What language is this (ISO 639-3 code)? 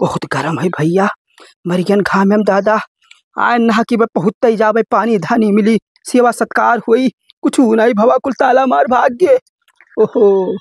awa